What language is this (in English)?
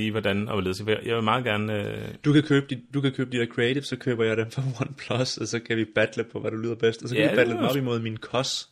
Danish